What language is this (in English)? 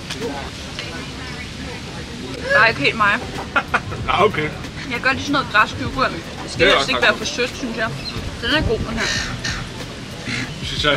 Danish